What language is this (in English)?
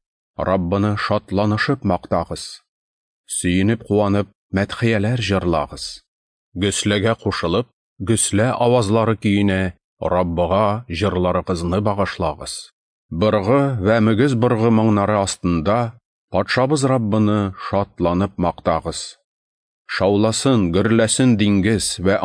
Tatar